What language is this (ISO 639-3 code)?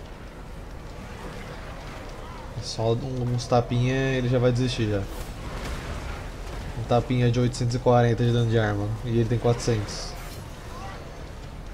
por